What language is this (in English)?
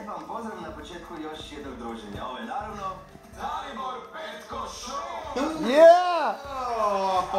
Croatian